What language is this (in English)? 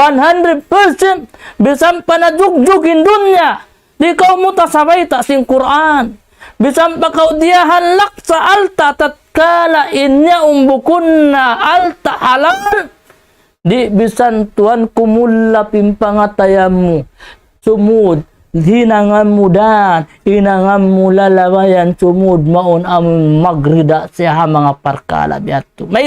Tausug